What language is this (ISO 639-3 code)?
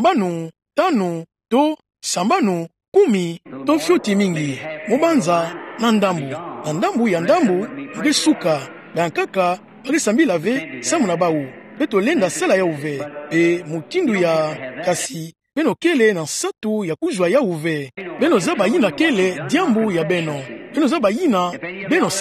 ktu